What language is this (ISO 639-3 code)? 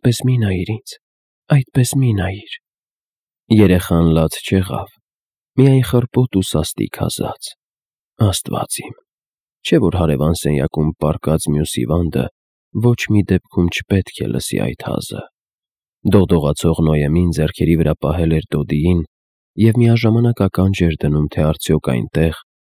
hye